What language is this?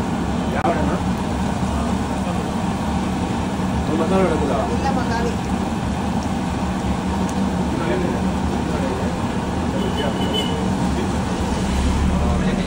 Tamil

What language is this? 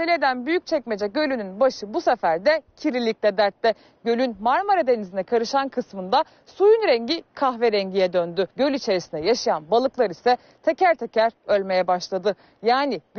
Turkish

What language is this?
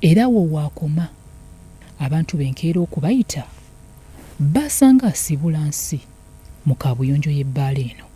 Ganda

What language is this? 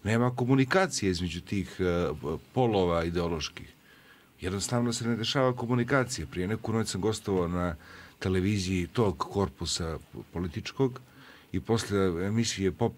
Serbian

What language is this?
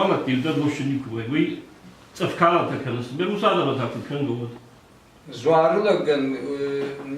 Ossetic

